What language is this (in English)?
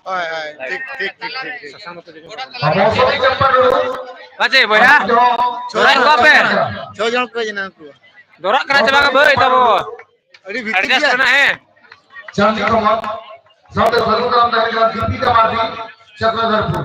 Santali